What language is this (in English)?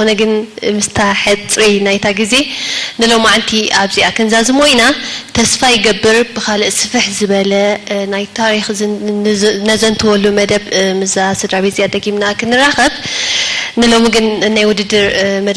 Tigrinya